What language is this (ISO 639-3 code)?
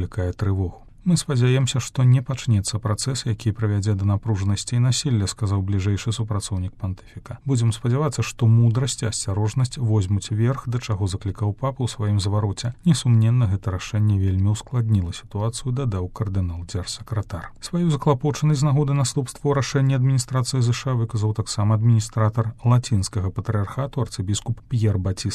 bel